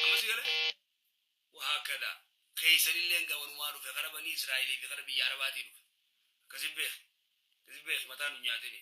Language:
Oromo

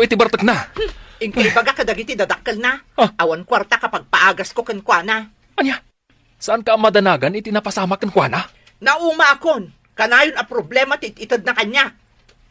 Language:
Iloko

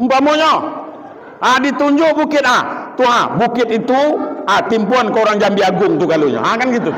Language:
Minangkabau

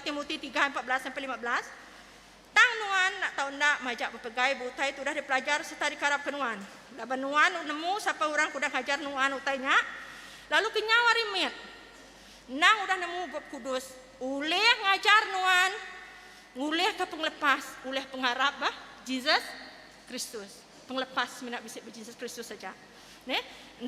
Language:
Iban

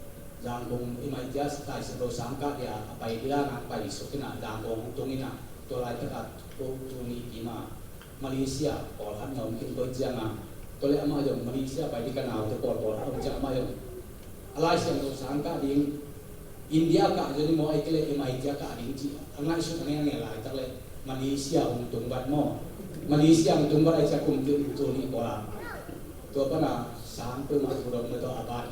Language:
Tedim Chin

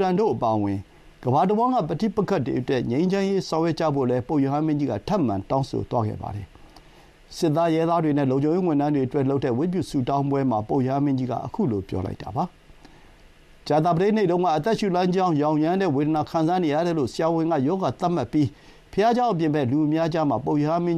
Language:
Burmese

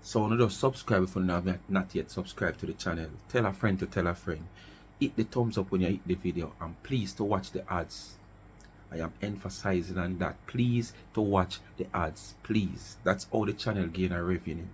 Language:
Jamaican Creole English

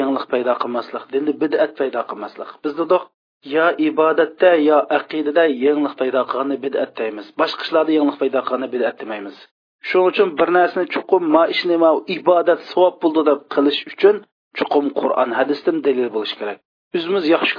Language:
Uyghur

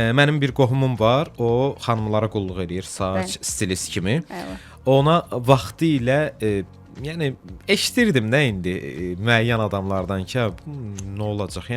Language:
Azerbaijani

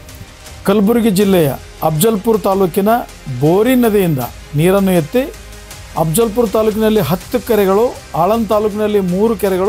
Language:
Kannada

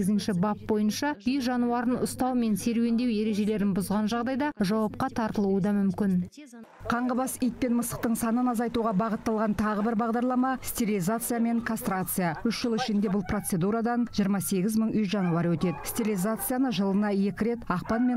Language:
Kazakh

